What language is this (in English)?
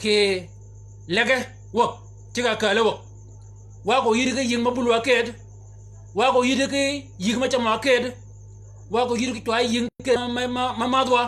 Shilluk